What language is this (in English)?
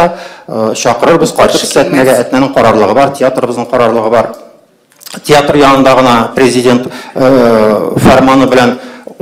Tatar